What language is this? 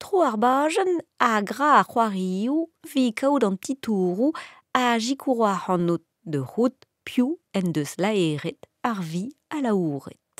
Breton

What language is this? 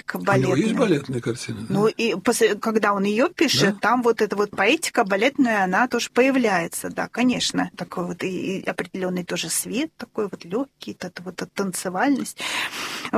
Russian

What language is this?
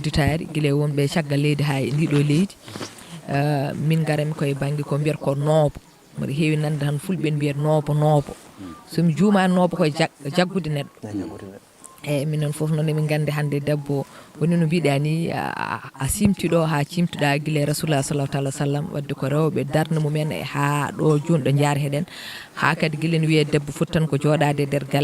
Fula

